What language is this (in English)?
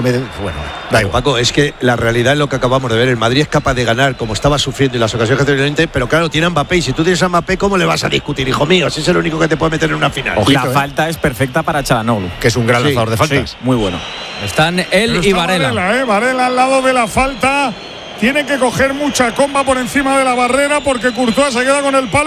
Spanish